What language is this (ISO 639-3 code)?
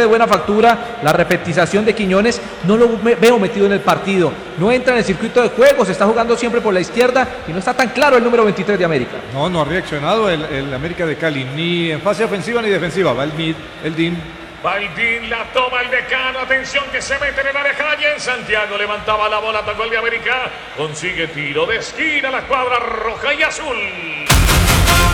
spa